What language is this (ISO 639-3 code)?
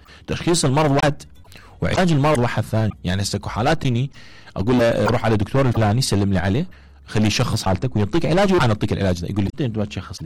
acm